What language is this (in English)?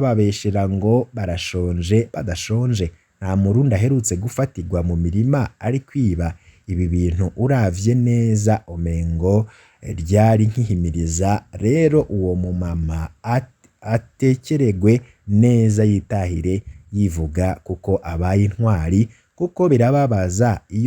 Rundi